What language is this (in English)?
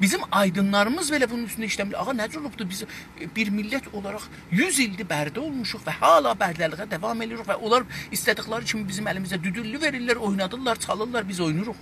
South Azerbaijani